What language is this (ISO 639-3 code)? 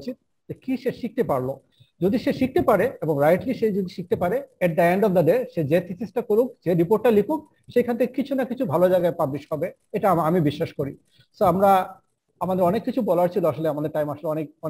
ben